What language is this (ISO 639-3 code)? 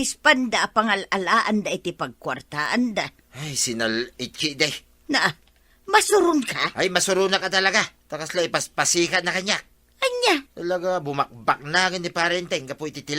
ilo